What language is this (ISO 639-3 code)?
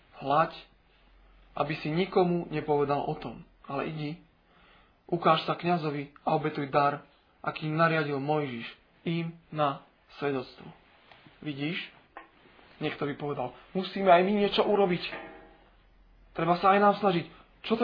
slk